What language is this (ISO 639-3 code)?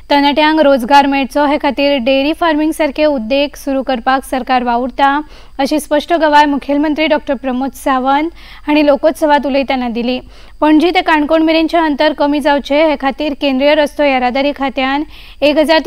kok